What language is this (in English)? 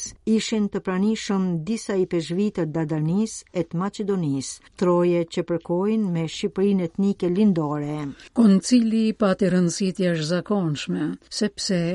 Albanian